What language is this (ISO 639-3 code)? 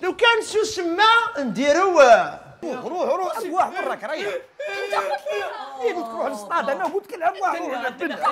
arq